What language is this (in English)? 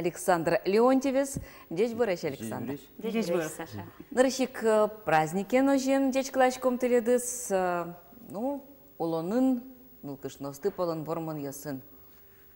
Udmurt